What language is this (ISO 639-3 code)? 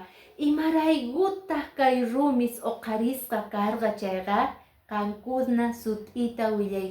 que